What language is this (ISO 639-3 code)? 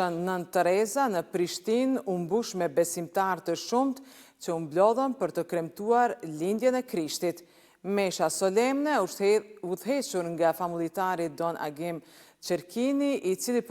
sqi